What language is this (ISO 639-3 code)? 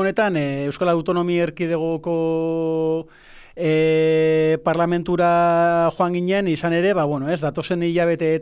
eus